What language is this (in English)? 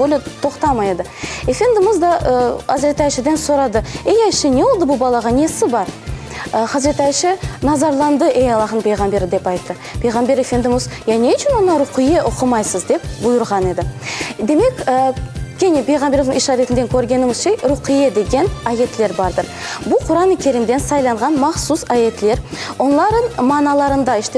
Crimean Tatar